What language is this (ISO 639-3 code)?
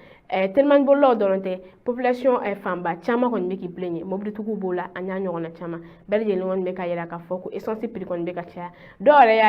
bam